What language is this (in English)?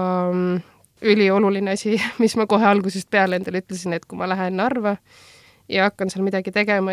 Estonian